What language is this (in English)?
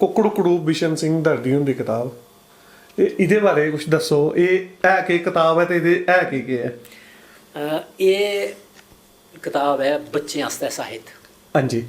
Dogri